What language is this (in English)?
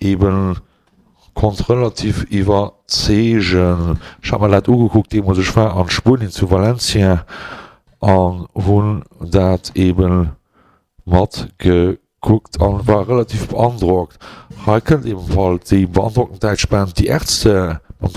Luxembourgish